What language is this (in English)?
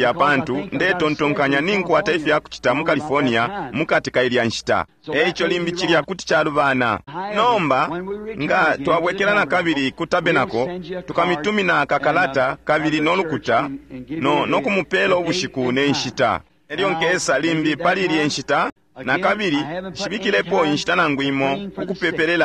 Bemba